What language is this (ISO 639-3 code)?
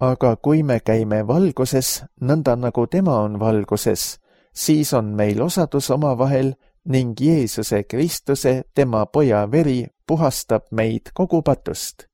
est